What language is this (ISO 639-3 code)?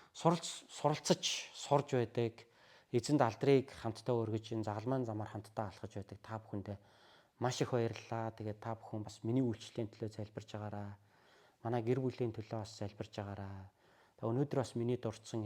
mon